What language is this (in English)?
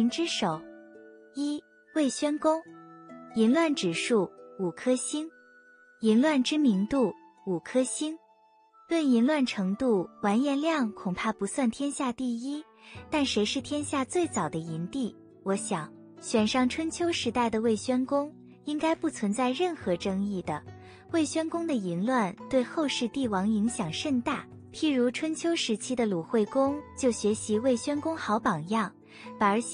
Chinese